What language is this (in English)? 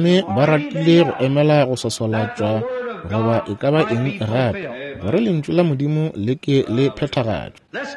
Northern Sotho